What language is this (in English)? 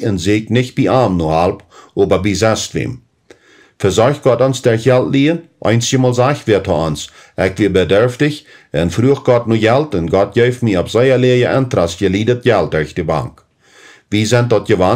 Plautdietsch